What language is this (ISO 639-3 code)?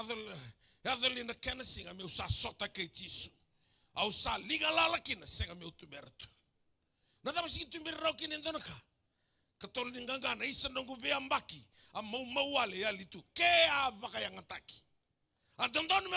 fij